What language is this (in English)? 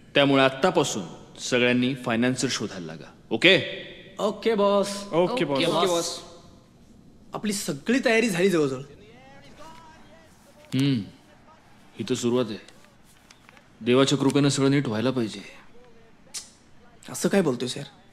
Marathi